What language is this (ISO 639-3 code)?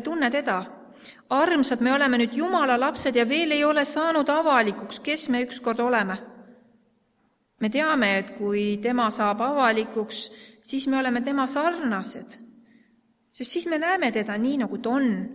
est